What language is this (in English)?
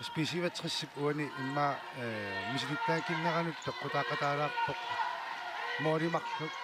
Kalaallisut